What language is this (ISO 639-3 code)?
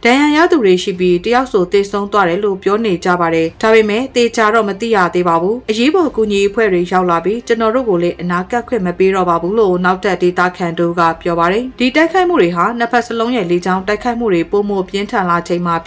mya